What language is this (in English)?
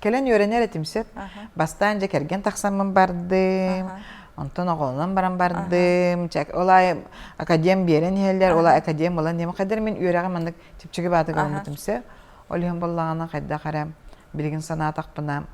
Yakut